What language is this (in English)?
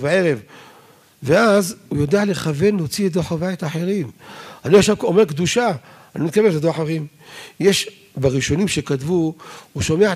Hebrew